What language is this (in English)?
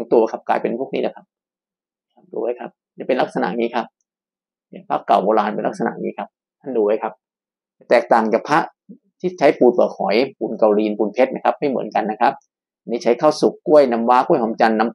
Thai